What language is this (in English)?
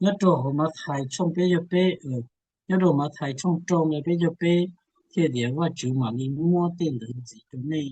Hmong